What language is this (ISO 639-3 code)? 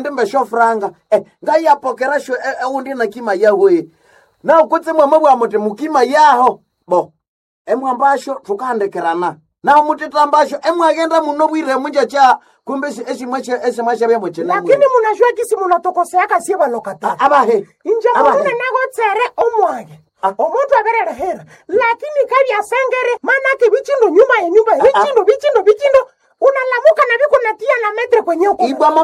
nnb